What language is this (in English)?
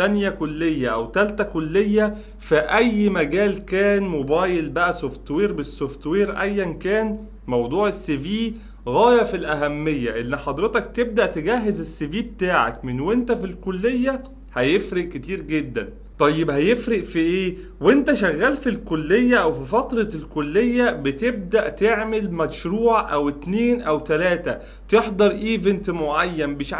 Egyptian Arabic